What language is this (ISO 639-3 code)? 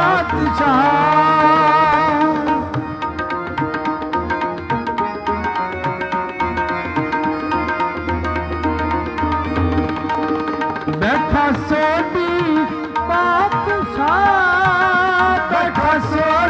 pan